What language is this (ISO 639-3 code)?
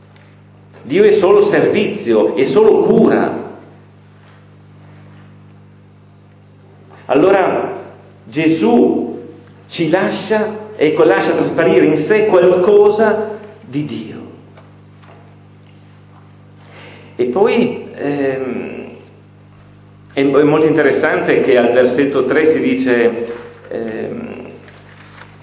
ita